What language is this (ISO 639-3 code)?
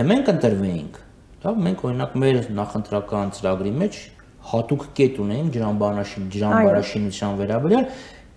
hye